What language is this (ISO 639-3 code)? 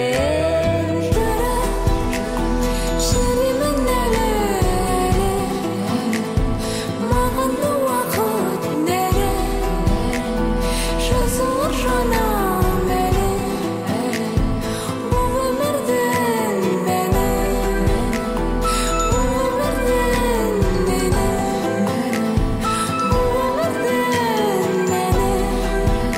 kaz